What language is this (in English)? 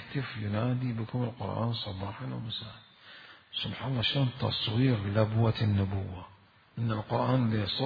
Mesopotamian Arabic